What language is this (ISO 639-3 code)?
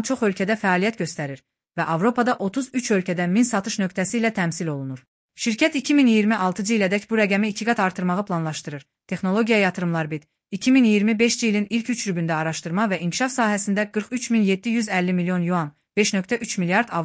aze